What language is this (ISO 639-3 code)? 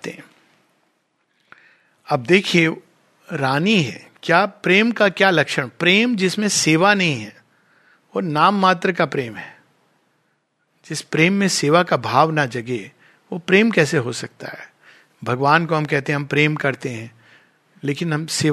hin